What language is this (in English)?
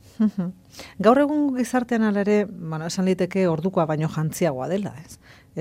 Basque